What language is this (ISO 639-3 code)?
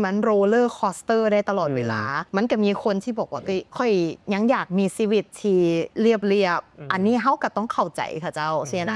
lao